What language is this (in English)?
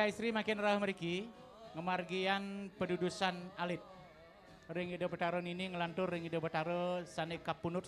Balinese